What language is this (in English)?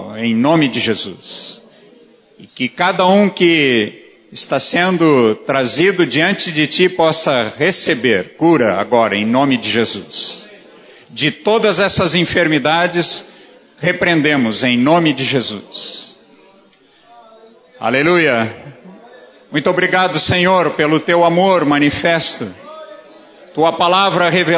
Portuguese